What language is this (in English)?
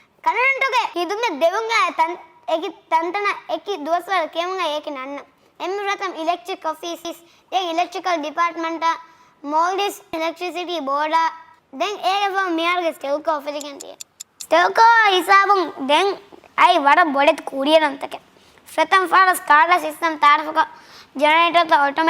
Divehi